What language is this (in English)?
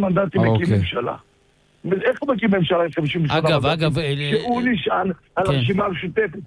Hebrew